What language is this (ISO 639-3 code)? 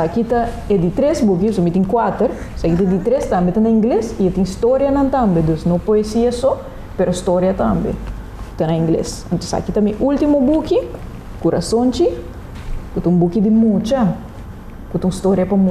pap